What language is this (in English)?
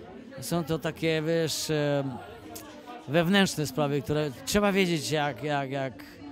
Polish